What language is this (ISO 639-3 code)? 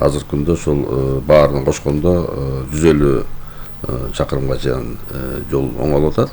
kir